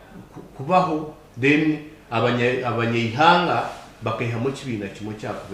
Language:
Nyankole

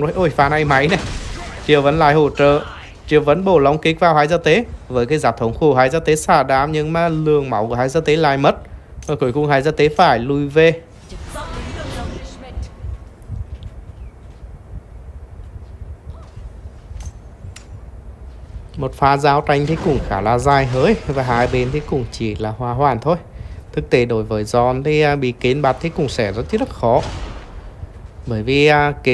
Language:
Vietnamese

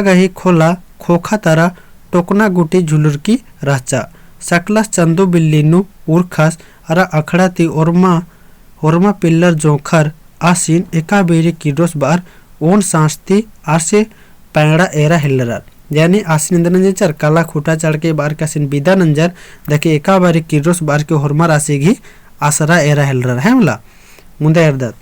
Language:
Kurukh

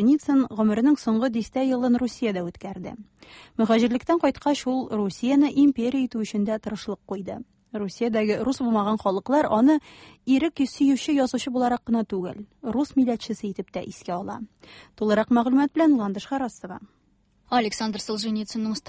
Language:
Tatar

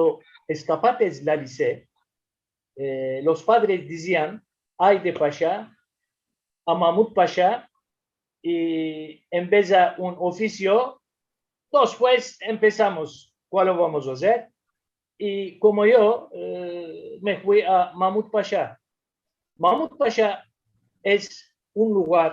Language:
Ladino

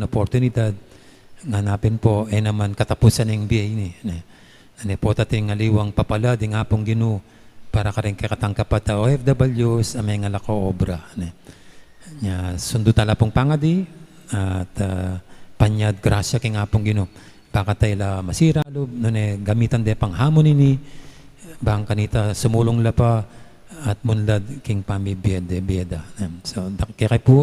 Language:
Pampanga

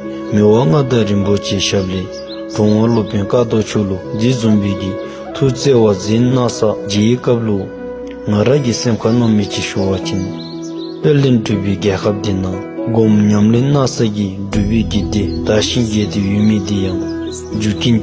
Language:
Dzongkha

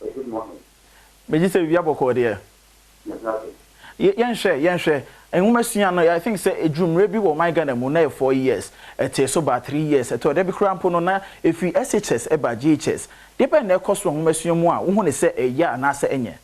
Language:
Akan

